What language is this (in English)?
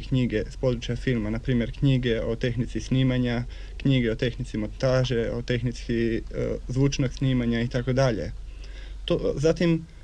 Croatian